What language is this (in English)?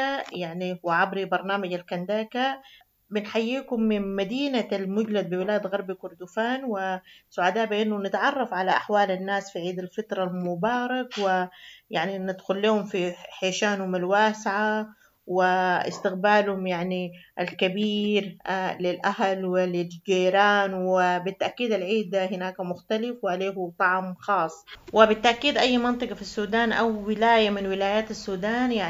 Sudanese Arabic